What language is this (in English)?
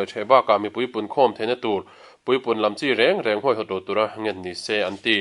Mizo